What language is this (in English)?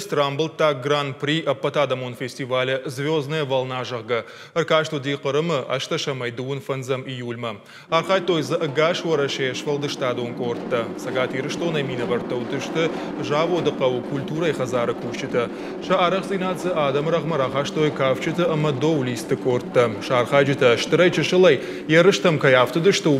Ossetic